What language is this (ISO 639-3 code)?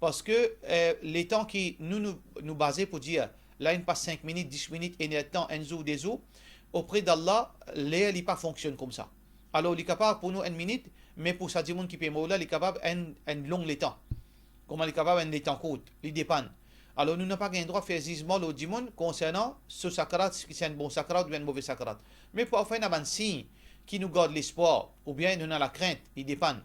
mfe